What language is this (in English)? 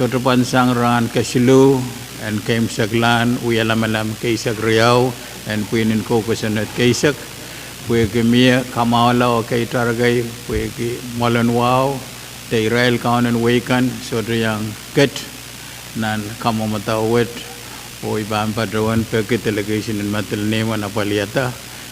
Pohnpeian